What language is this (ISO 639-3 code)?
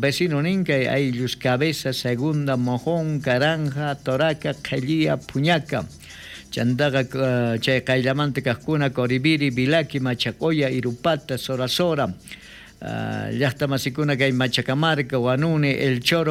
quh